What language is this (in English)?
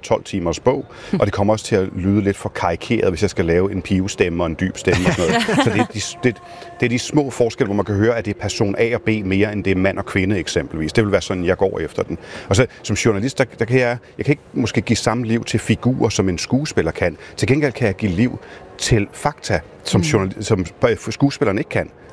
Danish